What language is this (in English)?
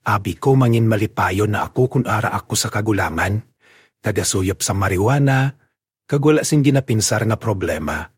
Hiligaynon